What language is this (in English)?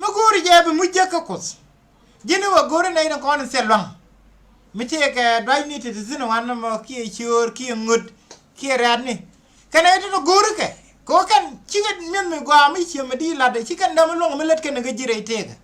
Nuer